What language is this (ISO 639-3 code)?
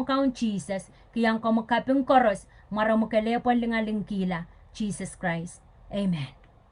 pon